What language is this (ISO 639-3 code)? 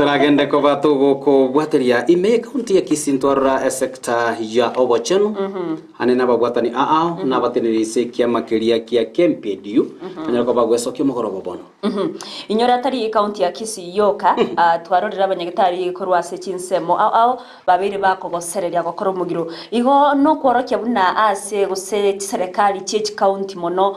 guz